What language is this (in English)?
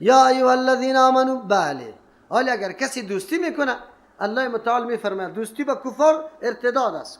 Persian